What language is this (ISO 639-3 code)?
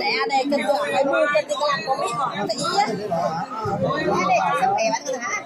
nut